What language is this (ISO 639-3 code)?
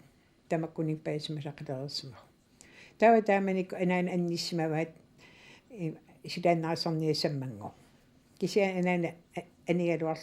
kal